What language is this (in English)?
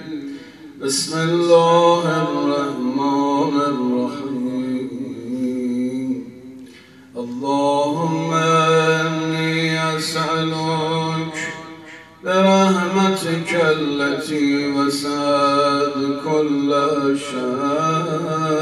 Persian